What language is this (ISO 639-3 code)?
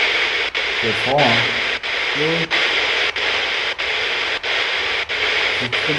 fra